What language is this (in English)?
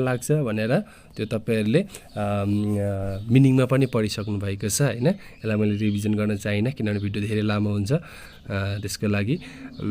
Nepali